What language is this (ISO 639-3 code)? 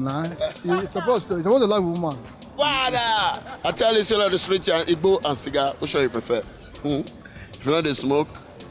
pcm